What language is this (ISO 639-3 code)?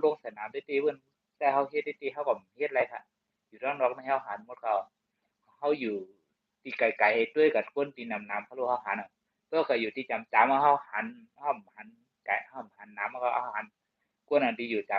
shn